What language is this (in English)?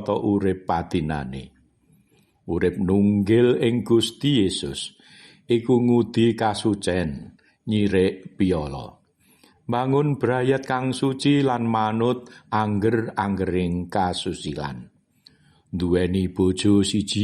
Javanese